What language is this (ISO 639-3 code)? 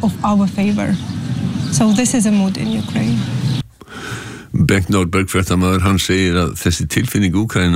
isl